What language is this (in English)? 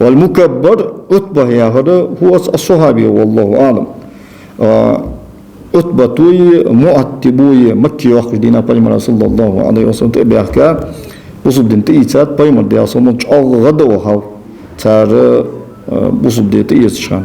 Ingush